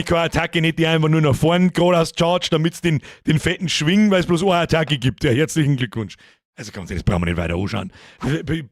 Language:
Bavarian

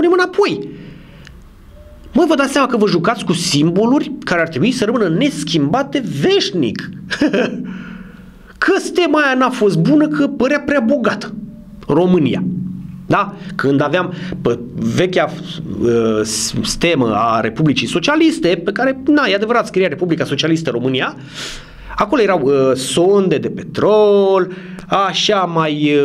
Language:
Romanian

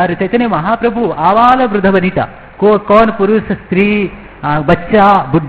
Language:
Hindi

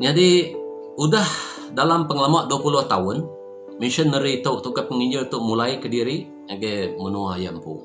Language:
Iban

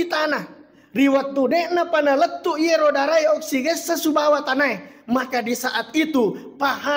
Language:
Buginese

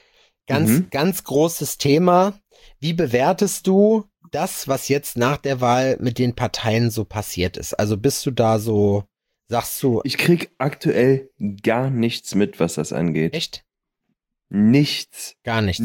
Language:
German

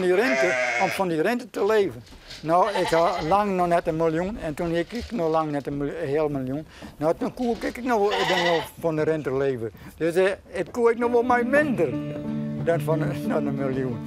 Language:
Western Frisian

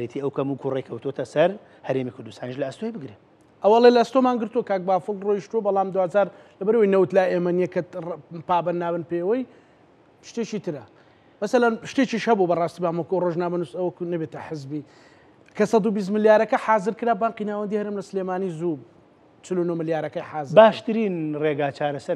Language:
Central Kurdish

